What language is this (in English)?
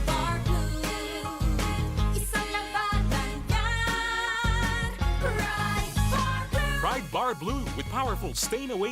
Bikol